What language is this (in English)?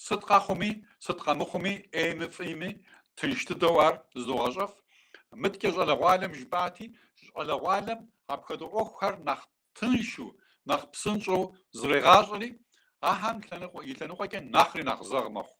Kabardian